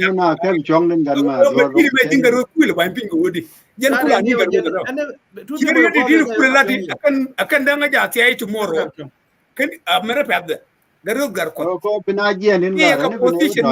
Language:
Nuer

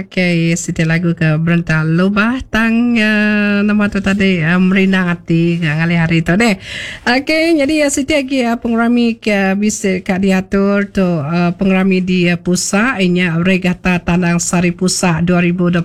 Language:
Iban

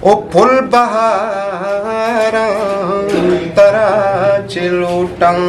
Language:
Eastern Balochi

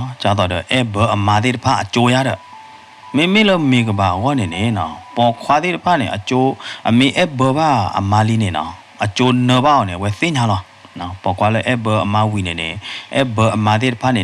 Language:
S'gaw Karen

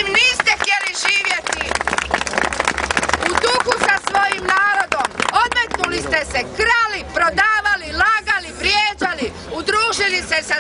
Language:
Croatian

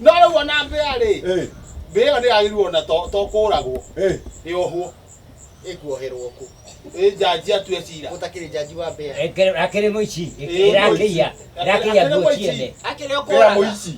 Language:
Kikuyu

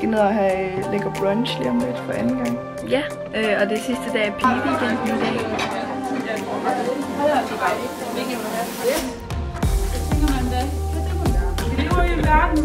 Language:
Danish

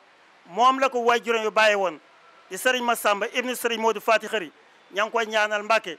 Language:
Wolof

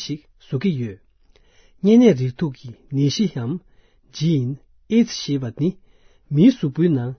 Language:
Tibetan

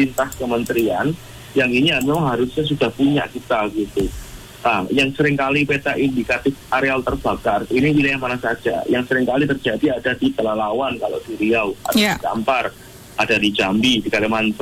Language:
Indonesian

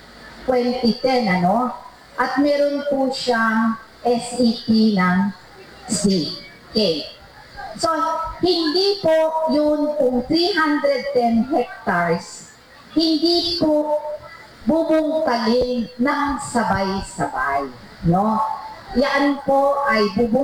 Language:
Filipino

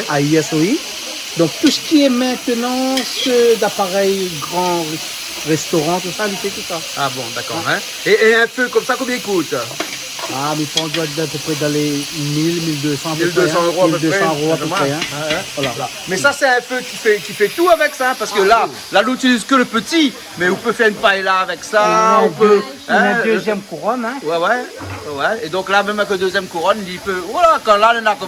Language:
Réunion Creole French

